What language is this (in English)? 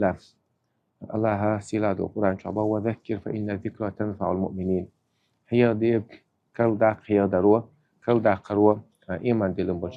Chechen